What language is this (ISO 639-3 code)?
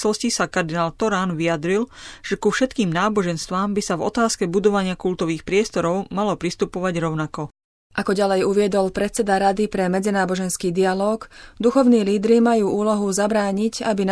slk